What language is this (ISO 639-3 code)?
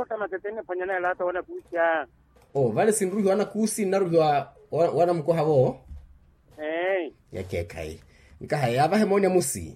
vmw